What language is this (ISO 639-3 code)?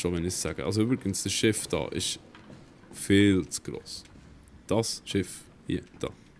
gsw